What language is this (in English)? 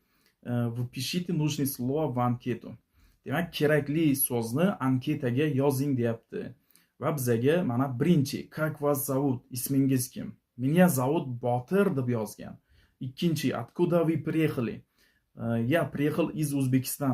Uzbek